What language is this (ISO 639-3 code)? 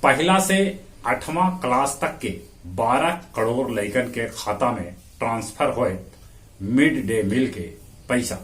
mag